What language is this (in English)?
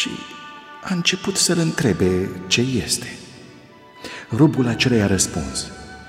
Romanian